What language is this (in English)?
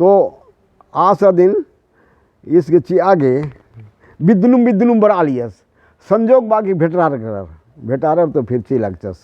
Kurukh